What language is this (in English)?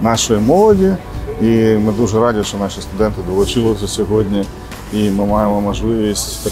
Ukrainian